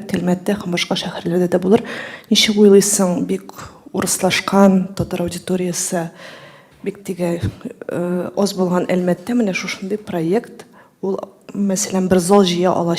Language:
Tatar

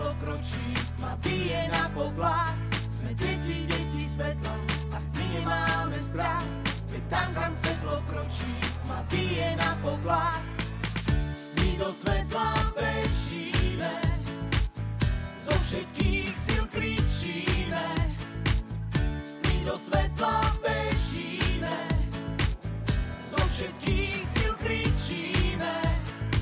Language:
Slovak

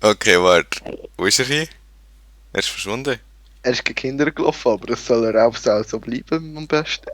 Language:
Swiss German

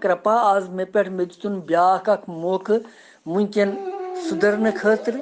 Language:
Kashmiri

